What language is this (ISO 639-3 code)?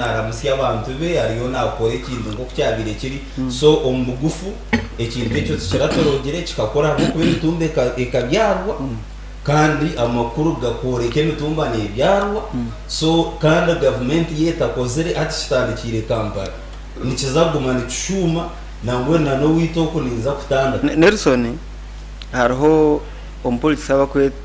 nyn